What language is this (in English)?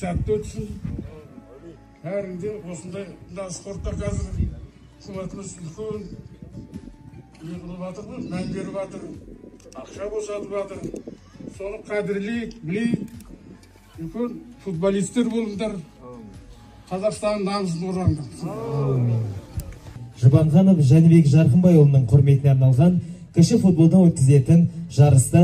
Kazakh